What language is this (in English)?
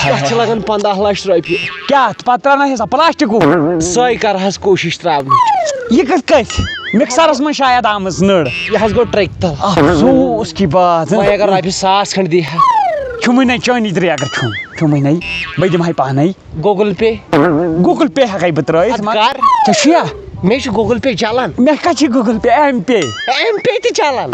Kashmiri